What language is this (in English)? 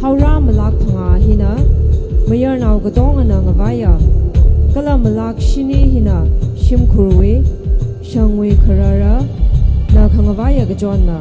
Tangkhul Naga (India)